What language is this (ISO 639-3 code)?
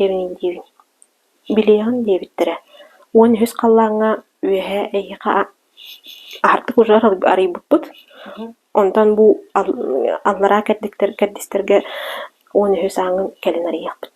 sah